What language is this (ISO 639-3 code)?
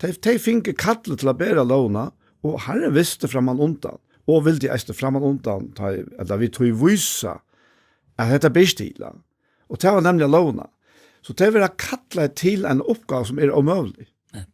fao